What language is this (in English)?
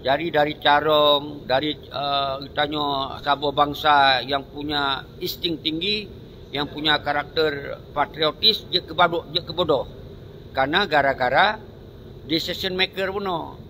Achinese